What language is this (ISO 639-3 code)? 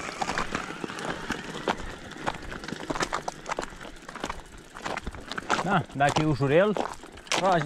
ron